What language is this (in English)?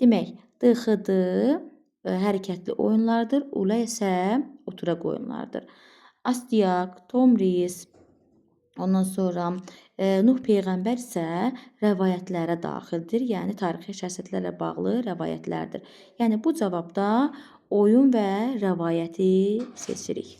Azerbaijani